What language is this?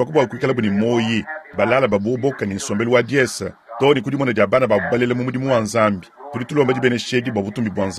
Luba-Lulua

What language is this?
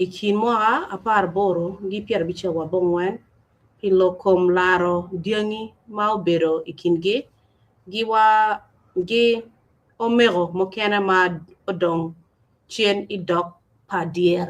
Acoli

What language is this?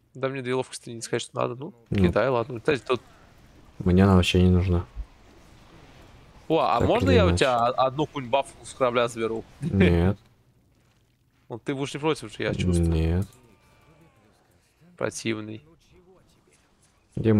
Russian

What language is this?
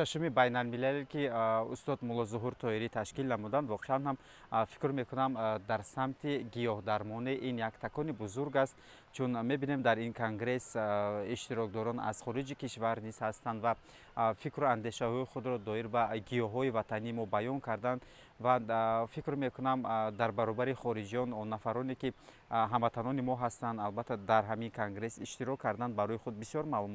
Tajik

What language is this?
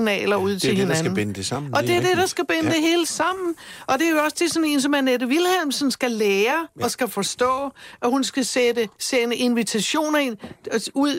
Danish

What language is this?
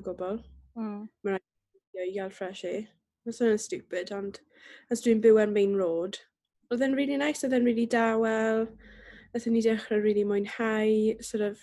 Welsh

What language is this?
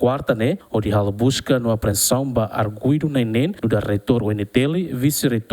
Tetum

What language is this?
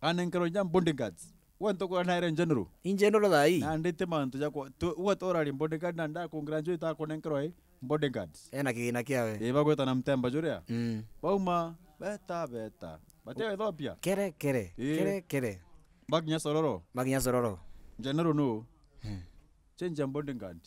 Meru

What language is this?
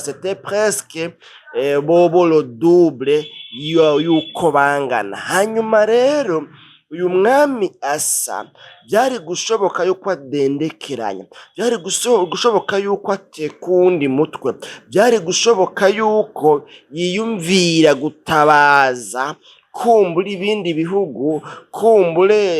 Rundi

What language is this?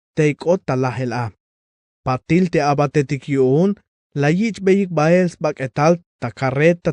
Tzeltal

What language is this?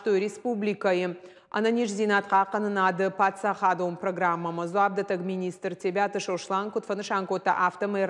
Ossetic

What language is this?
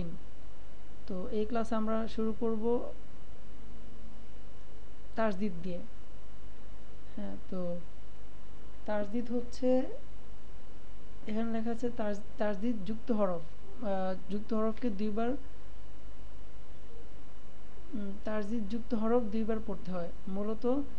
Bangla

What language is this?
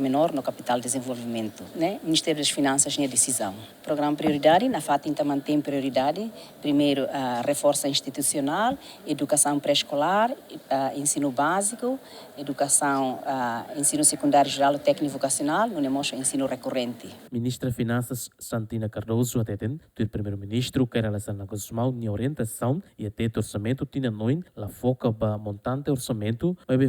Tetum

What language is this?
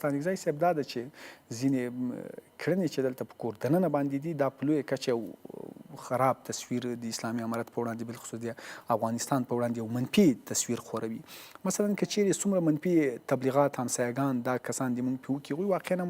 Pashto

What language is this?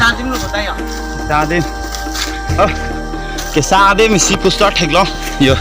Karbi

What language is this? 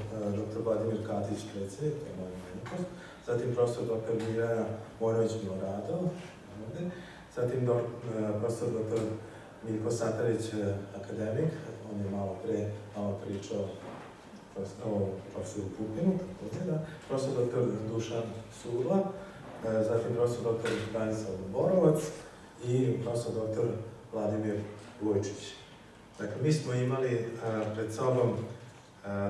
Serbian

